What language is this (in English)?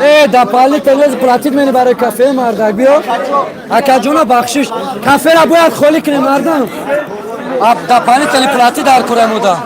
Tajik